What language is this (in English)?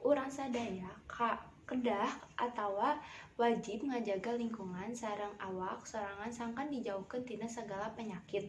Sundanese